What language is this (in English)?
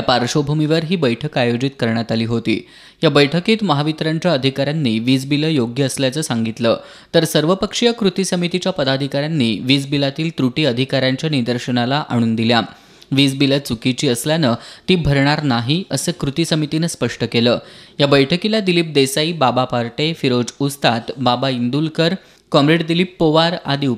Marathi